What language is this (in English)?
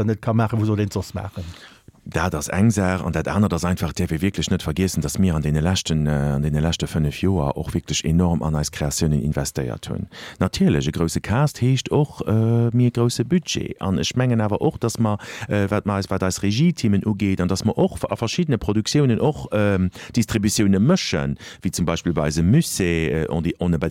Luxembourgish